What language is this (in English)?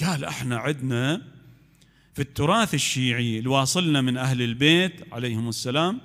Mesopotamian Arabic